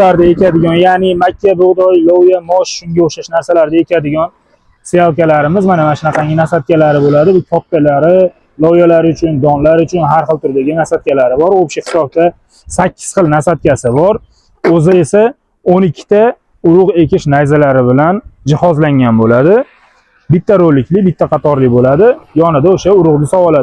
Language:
Uzbek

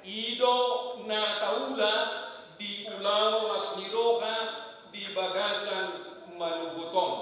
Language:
Batak Toba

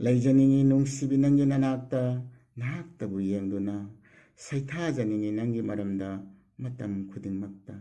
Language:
Manipuri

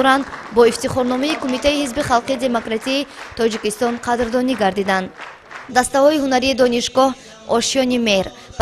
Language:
Tajik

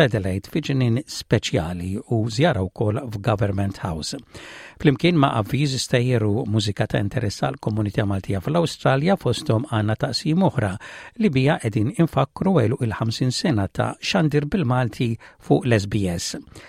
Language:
Maltese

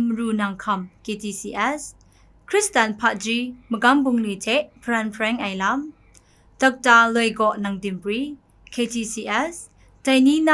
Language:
Kachin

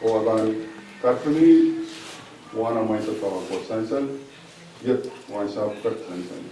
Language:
Pohnpeian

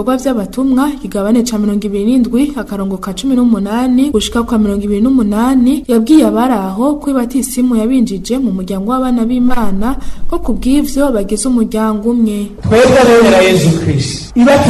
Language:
Rundi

